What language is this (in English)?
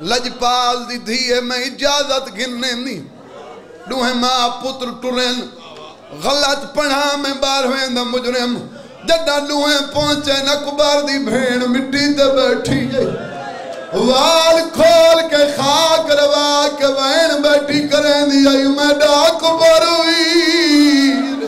Saraiki